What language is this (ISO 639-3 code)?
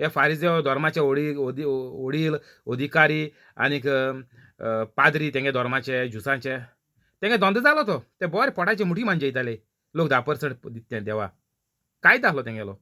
kok